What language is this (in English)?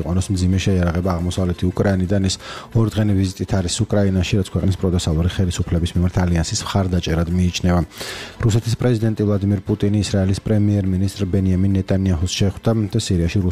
Georgian